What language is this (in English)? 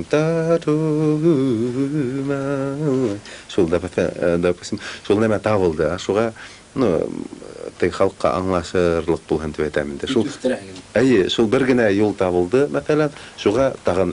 Bashkir